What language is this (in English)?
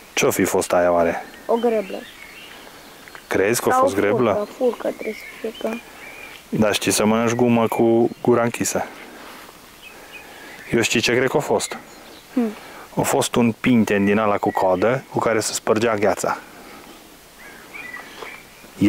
Romanian